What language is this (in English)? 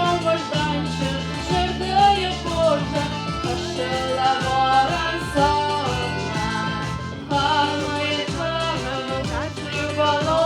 Ossetic